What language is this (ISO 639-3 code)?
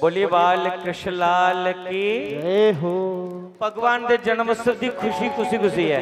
doi